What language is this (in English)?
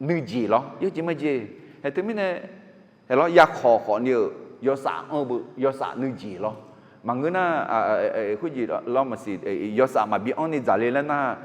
Akha